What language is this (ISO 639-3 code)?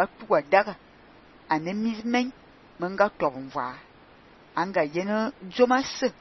fan